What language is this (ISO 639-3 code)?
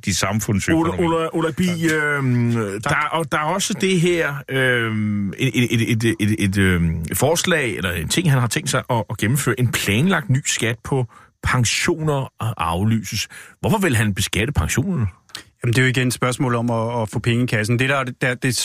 dan